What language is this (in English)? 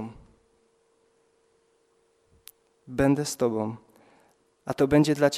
Polish